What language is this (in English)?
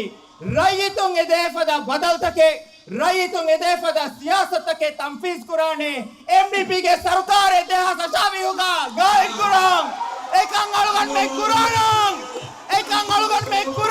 Divehi